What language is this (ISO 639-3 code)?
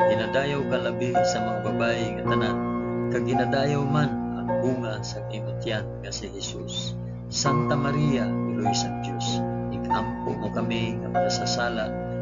hil